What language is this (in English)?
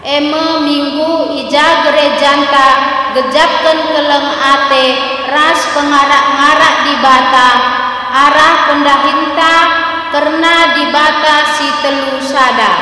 Batak Karo